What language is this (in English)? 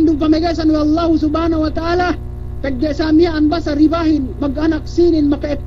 Yakan